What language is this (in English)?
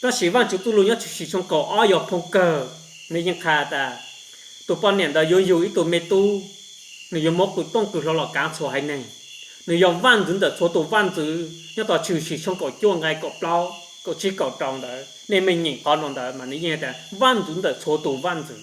Hmong